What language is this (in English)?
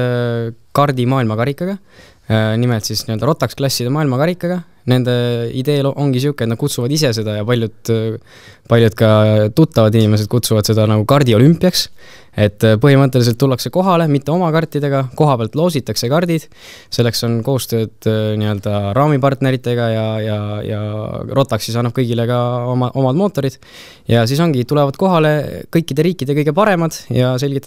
Estonian